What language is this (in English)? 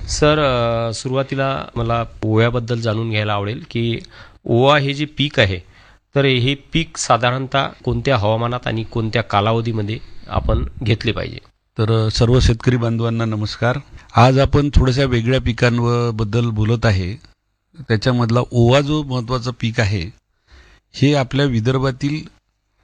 Marathi